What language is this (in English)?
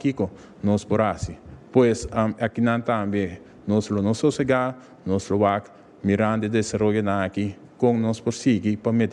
Papiamento